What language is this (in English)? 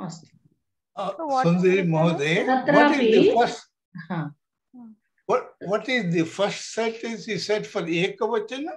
Sanskrit